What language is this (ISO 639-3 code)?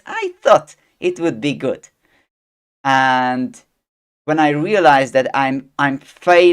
eng